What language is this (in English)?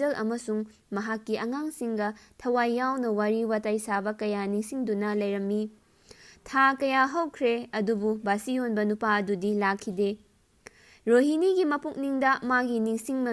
Manipuri